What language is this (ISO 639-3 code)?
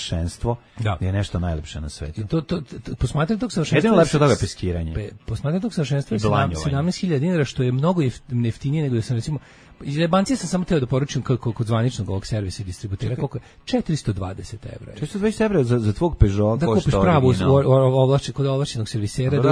srp